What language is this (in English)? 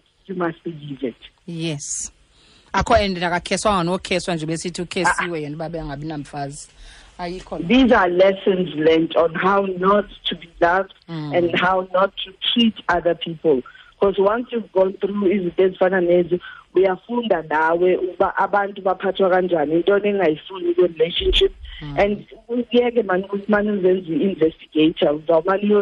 Xhosa